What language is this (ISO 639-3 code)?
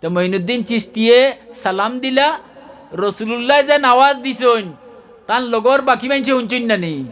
syl